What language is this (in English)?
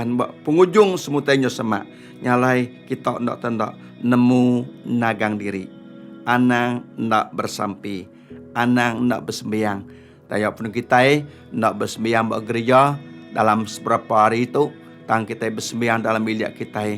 Iban